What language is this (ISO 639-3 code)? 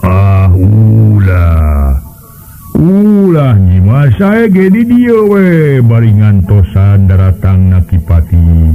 sun